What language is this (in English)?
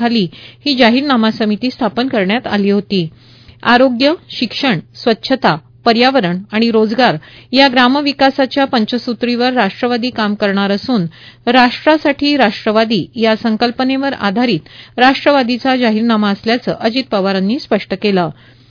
Marathi